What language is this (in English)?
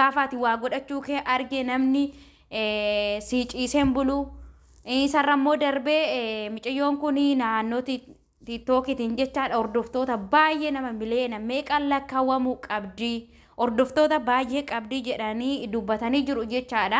Oromo